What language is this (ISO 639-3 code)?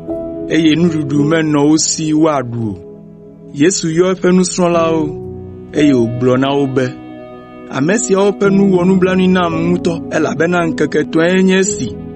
ewe